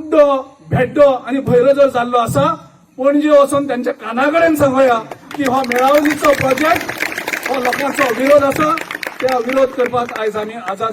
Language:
Konkani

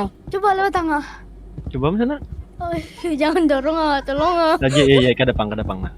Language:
Banjar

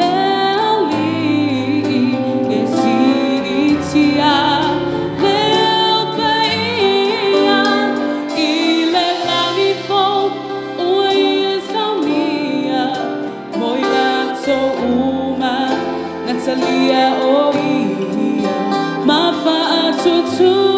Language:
Samoan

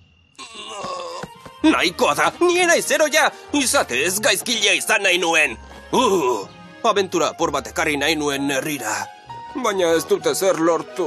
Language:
Basque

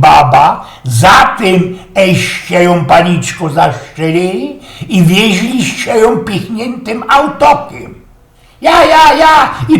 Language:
Silesian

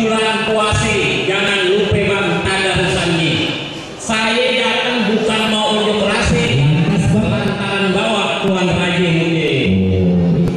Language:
Betawi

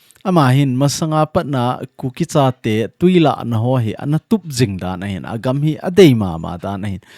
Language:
Thado Chin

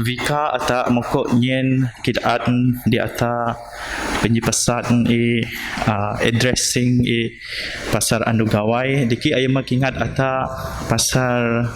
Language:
Biatah Bidayuh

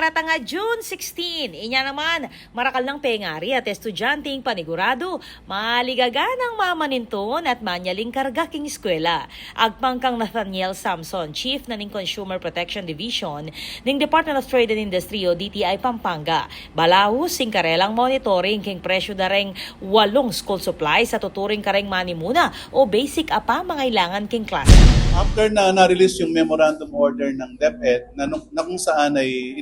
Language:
Pampanga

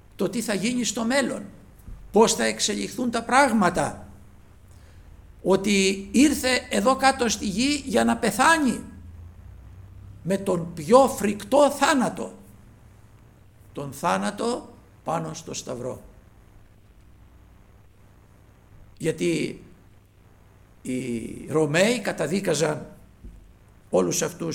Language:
Greek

